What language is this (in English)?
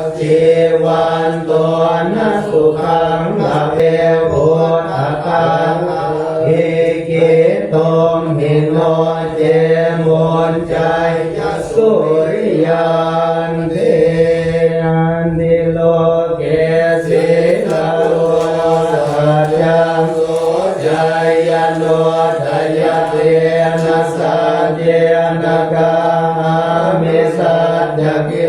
Pali